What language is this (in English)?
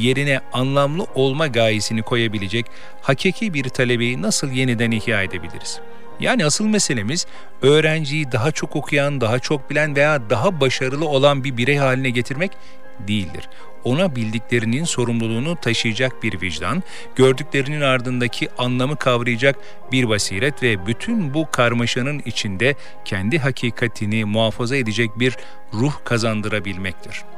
Turkish